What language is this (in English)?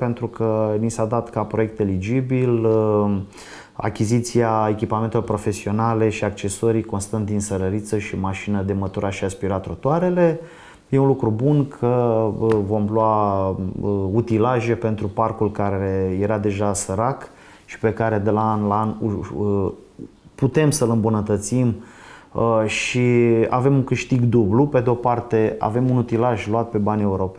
Romanian